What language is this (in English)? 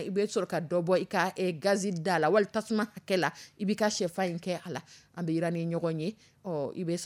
Dyula